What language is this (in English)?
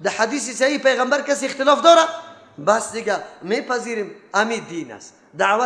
Persian